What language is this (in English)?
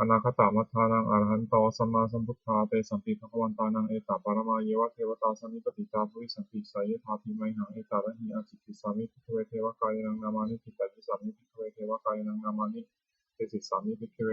Pali